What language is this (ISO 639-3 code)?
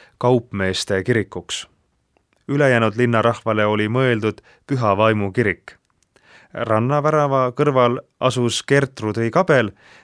est